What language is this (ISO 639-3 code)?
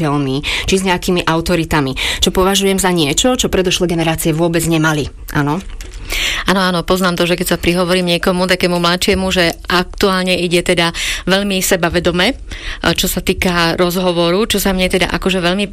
slk